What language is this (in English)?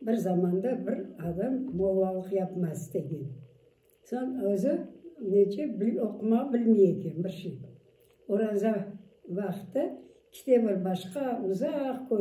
Crimean Tatar